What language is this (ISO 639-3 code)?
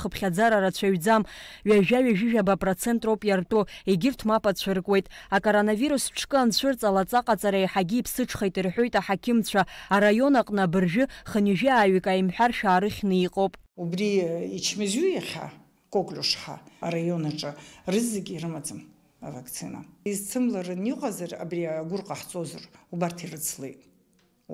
abk